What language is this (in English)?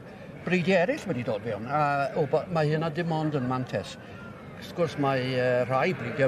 Welsh